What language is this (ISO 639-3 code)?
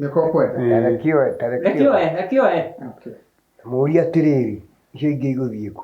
kik